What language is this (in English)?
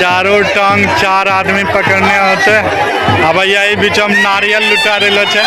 Angika